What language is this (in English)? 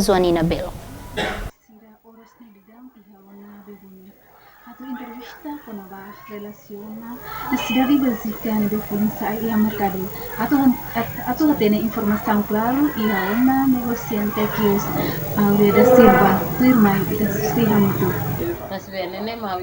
Tetum